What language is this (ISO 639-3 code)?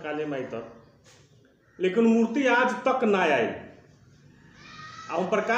bho